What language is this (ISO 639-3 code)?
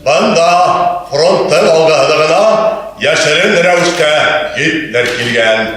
bak